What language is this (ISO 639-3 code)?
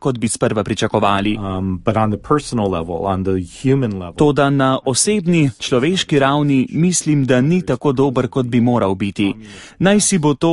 slv